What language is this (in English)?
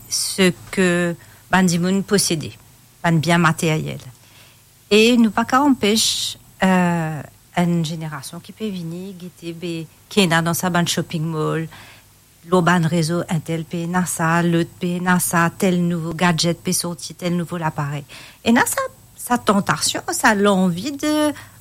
Morisyen